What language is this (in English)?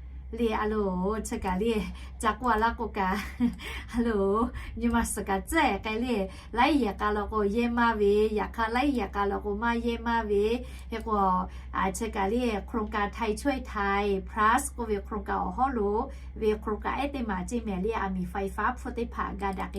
Lahu